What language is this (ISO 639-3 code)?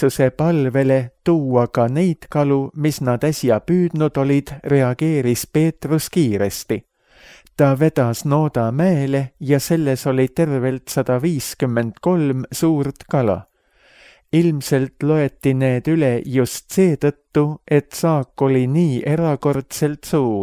est